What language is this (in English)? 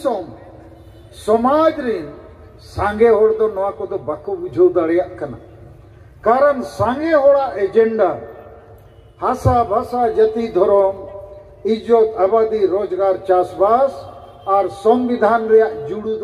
Santali